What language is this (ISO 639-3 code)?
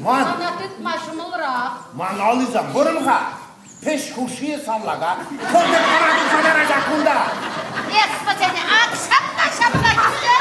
chv